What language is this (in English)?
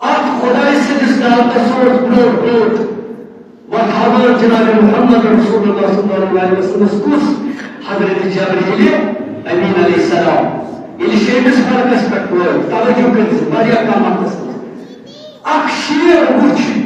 Kashmiri